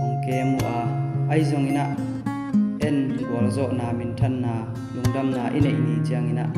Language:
Tedim Chin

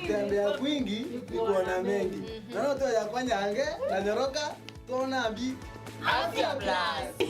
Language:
Meru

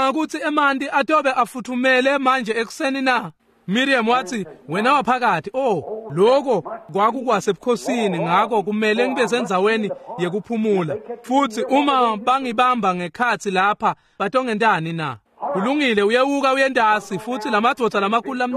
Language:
Swati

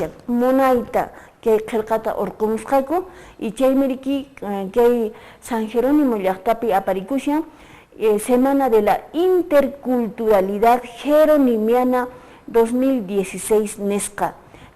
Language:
Quechua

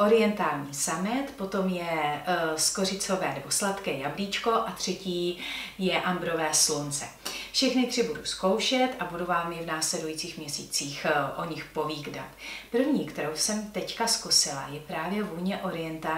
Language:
Czech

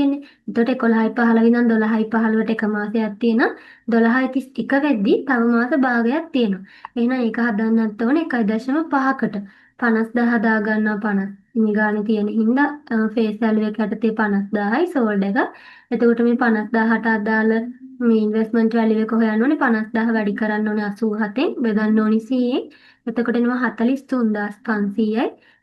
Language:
Sinhala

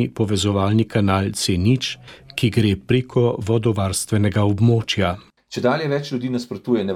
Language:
Slovenian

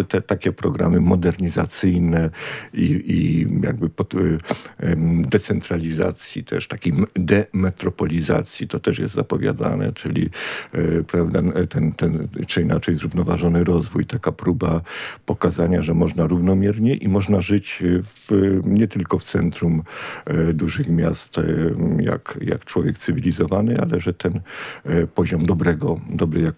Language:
Polish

